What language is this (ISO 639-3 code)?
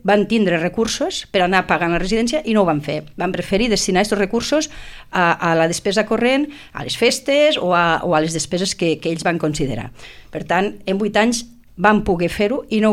cat